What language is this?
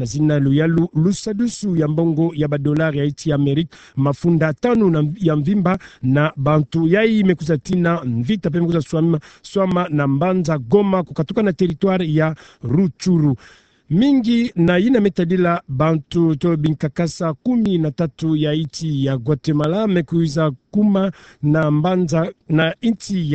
Kituba (Democratic Republic of Congo)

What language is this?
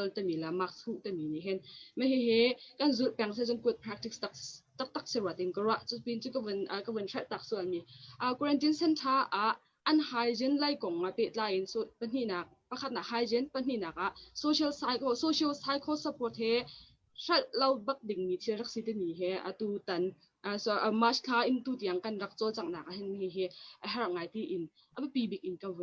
Hakha Chin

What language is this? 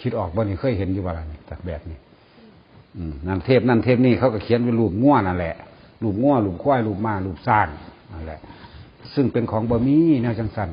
Northeastern Thai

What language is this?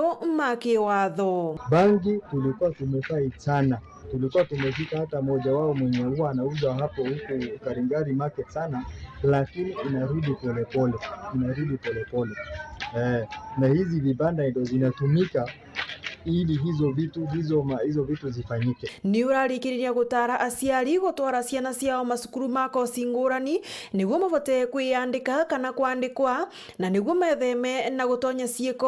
Meru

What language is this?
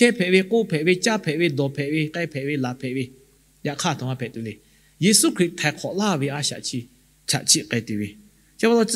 Lahu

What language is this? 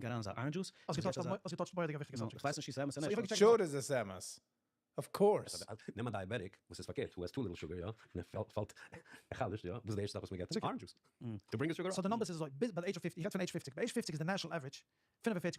Yiddish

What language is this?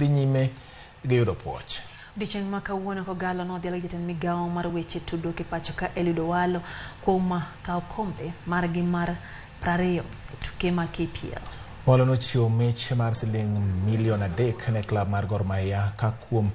Luo (Kenya and Tanzania)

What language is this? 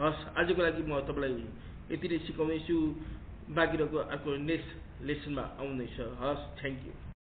Nepali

